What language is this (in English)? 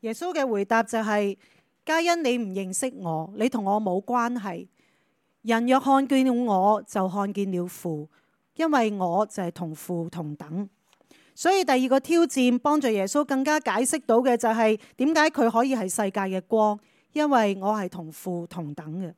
Cantonese